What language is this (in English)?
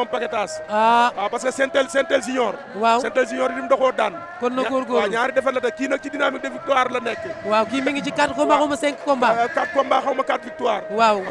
Wolof